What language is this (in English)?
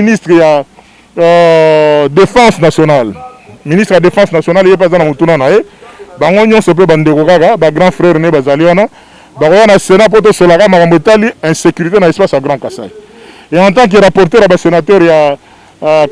Lingala